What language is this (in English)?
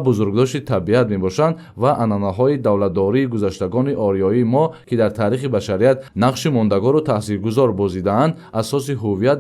Tajik